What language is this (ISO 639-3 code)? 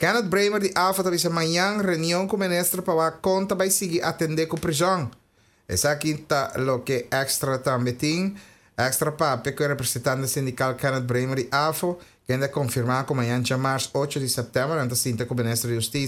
pap